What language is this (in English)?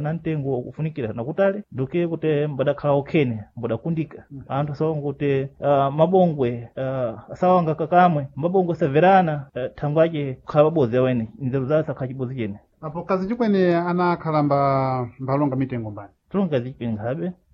Sena